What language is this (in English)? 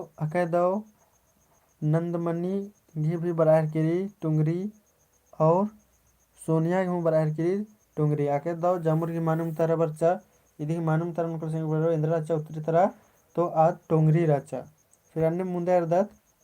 Kurukh